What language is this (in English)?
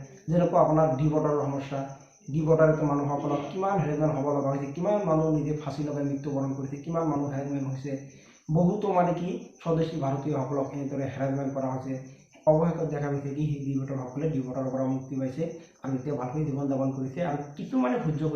Assamese